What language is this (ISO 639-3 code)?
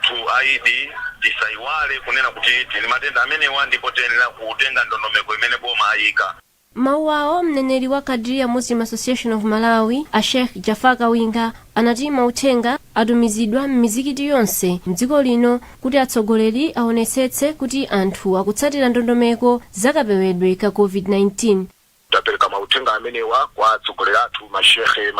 nya